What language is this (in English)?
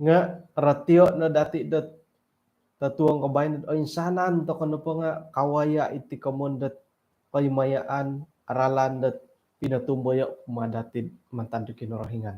Central Dusun